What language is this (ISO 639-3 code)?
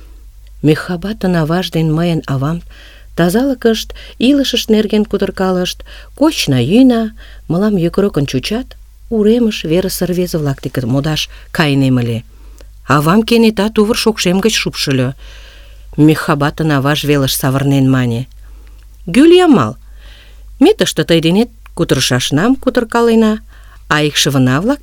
chm